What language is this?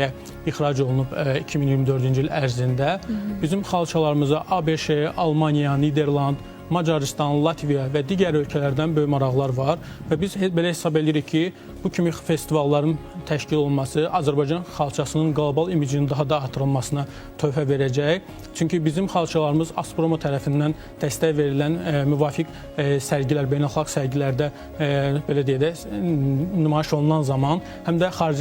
Azerbaijani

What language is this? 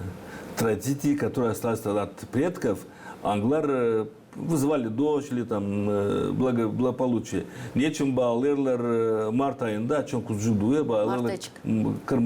Gagauz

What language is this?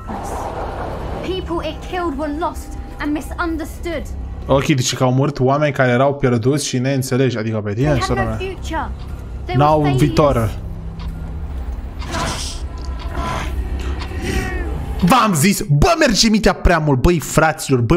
Romanian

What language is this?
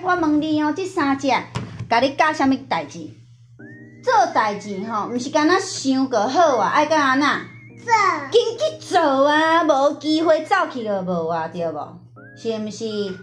Min Nan Chinese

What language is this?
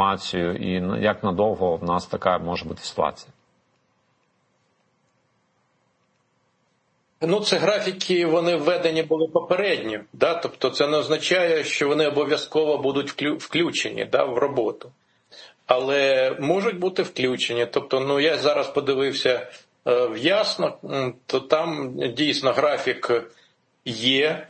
Ukrainian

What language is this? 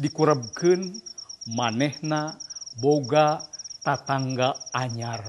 Sundanese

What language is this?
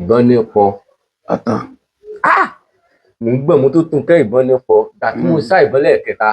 Yoruba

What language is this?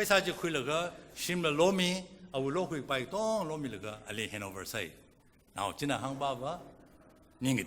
Tangkhul Naga (India)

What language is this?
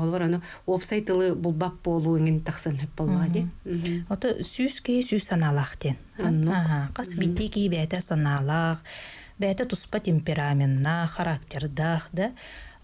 Yakut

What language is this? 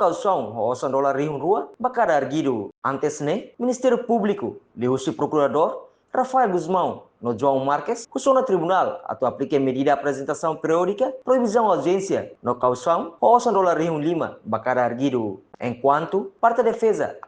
Tetum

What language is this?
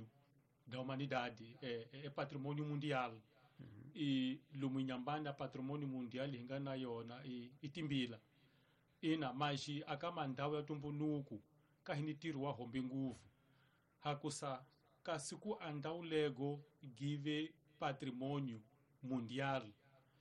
Tsonga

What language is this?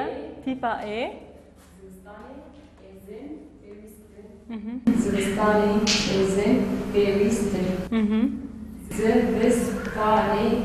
Kurdish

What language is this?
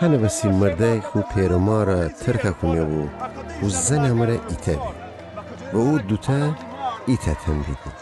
Gilaki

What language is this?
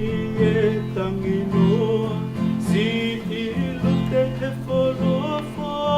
Tongan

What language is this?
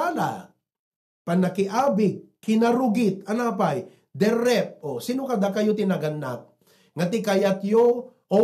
Iloko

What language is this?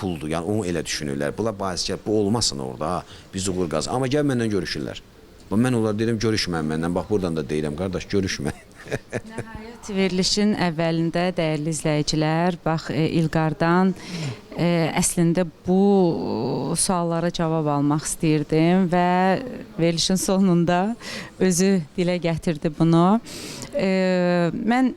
Azerbaijani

